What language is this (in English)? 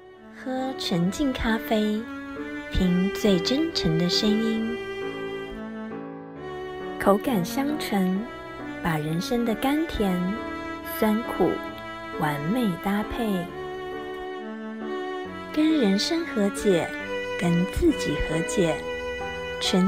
Chinese